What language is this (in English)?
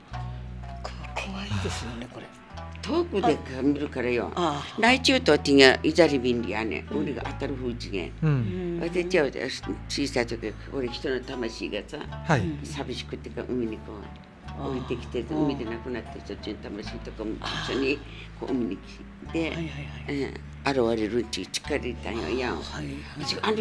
Japanese